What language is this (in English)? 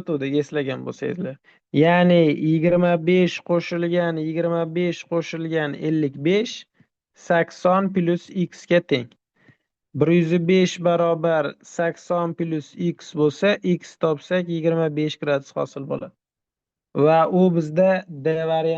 Uzbek